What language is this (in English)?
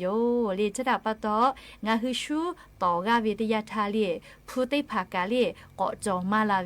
Lahu